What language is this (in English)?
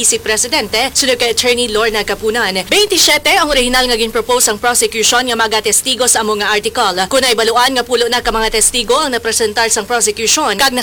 Hiligaynon